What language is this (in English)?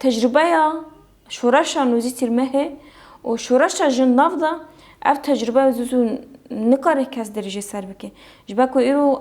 Kurdish